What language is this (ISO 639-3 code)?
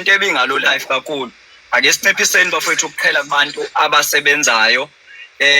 zul